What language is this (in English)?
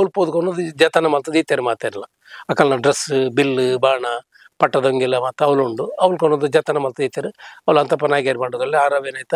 Tulu